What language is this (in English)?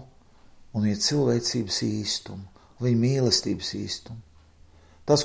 Latvian